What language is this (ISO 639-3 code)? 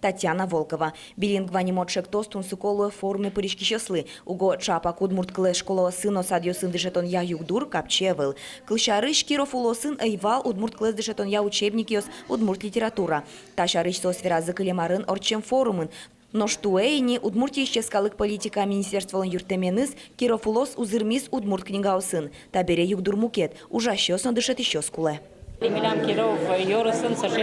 udm